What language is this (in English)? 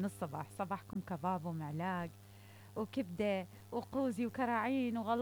Mesopotamian Arabic